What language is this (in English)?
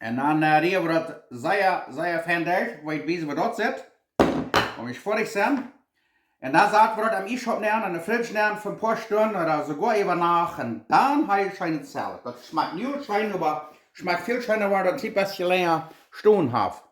Plautdietsch